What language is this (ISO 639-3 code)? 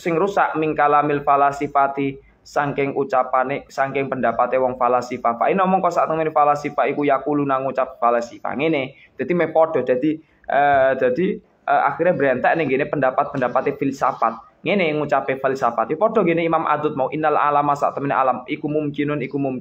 jav